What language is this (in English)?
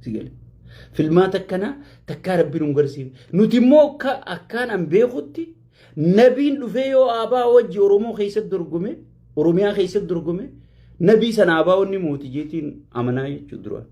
Oromo